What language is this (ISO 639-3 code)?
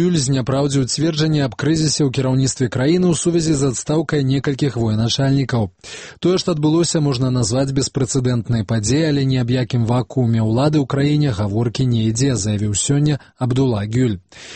bel